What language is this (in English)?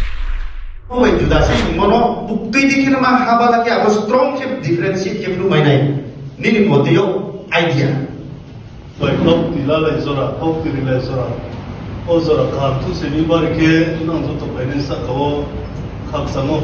Riang (India)